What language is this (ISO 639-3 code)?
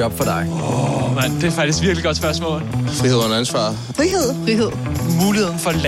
dan